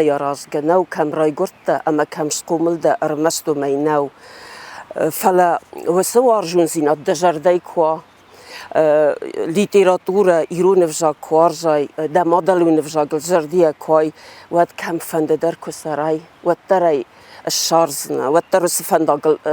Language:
Ossetic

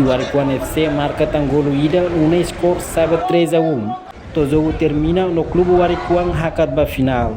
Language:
Tetum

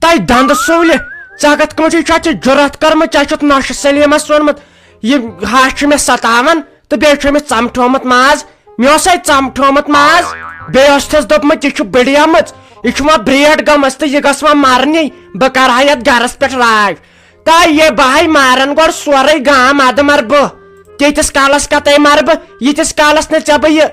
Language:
Kashmiri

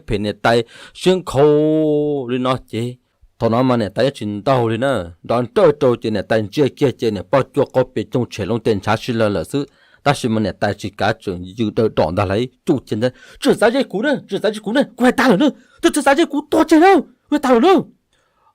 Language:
Hmong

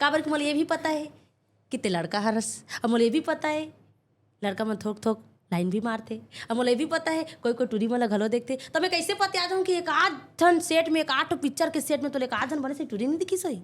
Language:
Chhattisgarhi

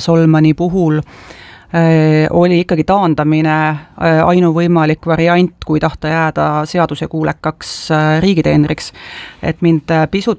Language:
Estonian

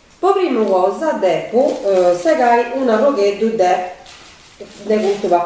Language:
Sardinian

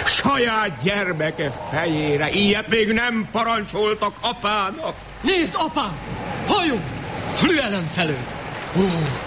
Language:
Hungarian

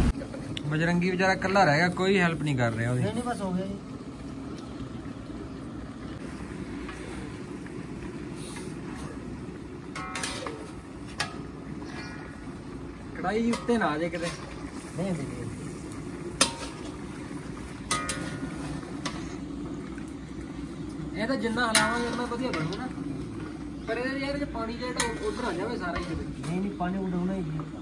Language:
Punjabi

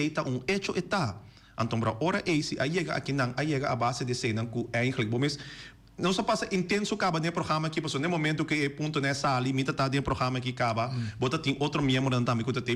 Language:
Papiamento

